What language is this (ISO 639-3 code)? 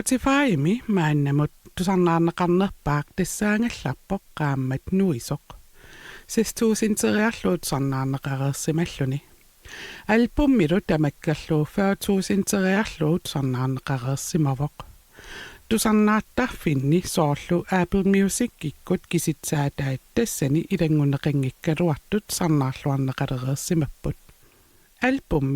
kal